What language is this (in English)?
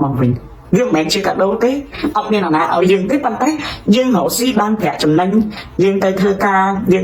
Khmer